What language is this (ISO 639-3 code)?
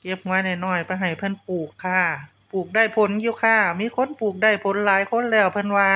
tts